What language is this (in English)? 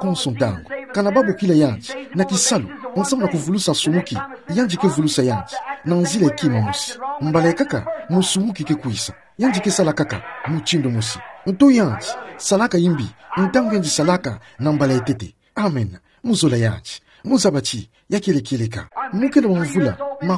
Kituba (Democratic Republic of Congo)